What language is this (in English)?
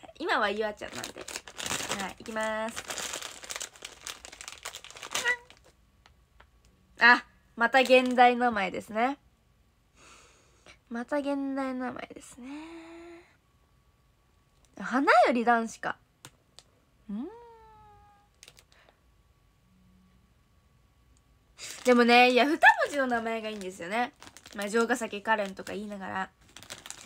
Japanese